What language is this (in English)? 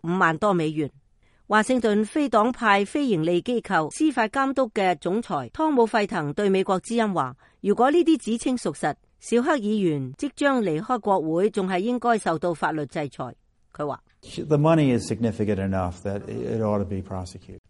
Cantonese